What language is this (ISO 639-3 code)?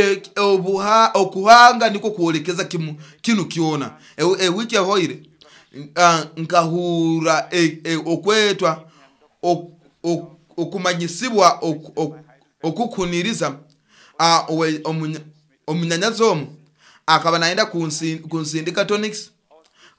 nyo